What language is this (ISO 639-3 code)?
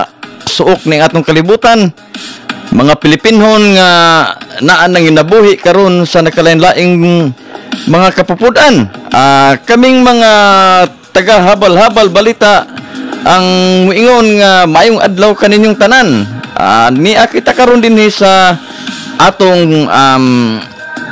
ceb